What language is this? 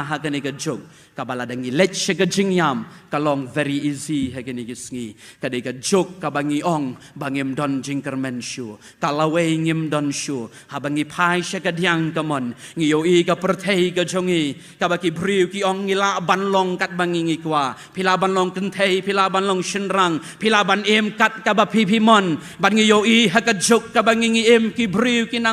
Khasi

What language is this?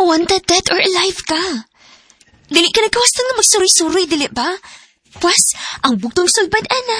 Cebuano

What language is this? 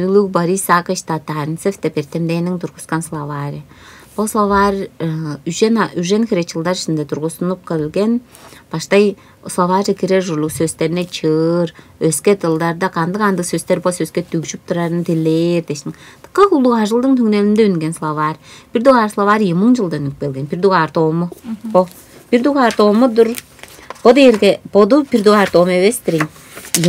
Tuvinian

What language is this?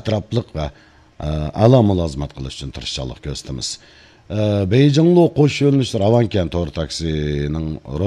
Uyghur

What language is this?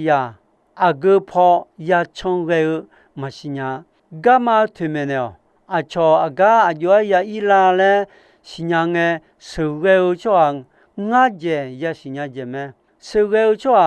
Akha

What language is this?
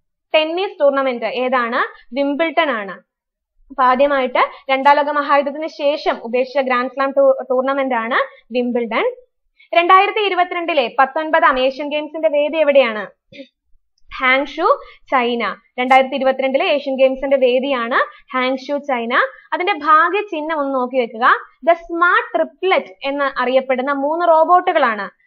Malayalam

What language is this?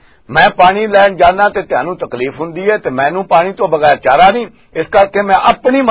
Western Panjabi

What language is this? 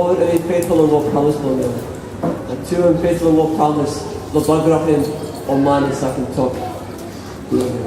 Tok Pisin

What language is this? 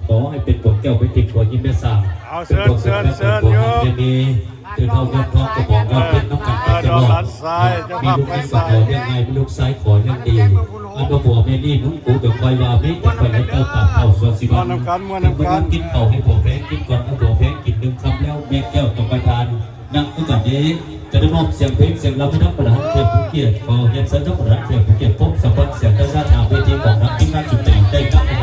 Lao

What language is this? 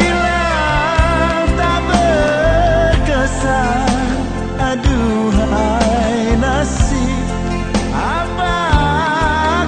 Banjar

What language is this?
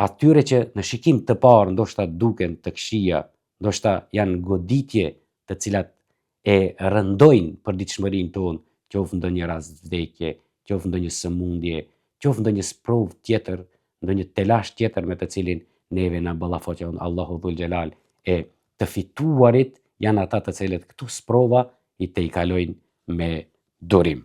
Albanian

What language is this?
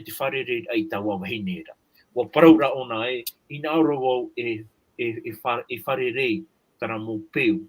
Tahitian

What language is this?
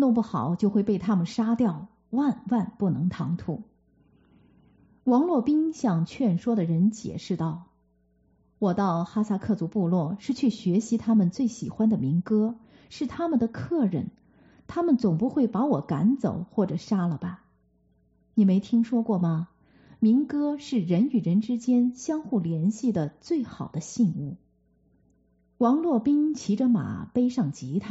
Chinese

